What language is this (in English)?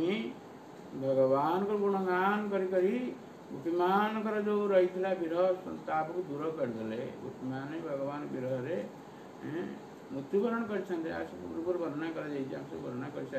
Odia